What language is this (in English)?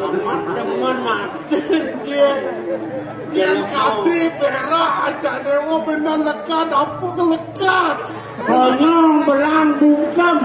Balinese